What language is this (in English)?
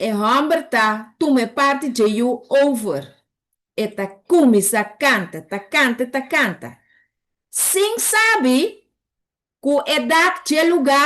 Papiamento